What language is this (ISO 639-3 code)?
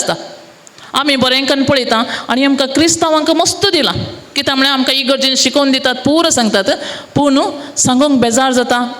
kok